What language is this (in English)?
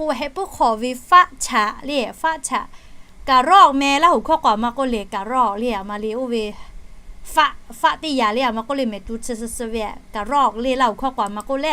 Lahu